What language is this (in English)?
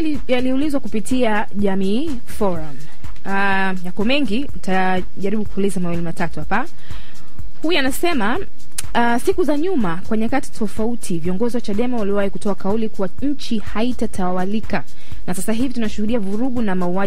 Swahili